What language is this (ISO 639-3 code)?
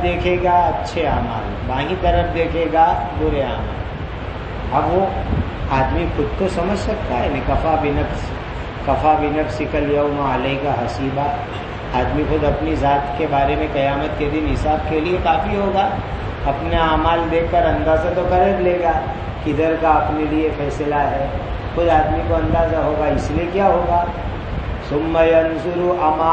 urd